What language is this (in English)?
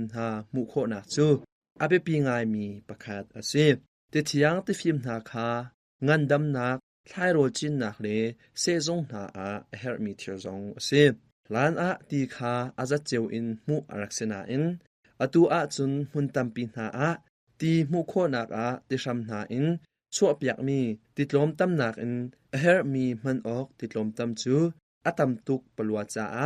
Hakha Chin